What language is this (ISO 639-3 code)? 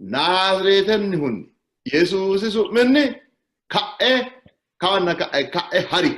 sid